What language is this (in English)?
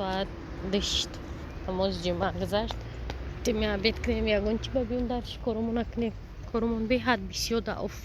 Tajik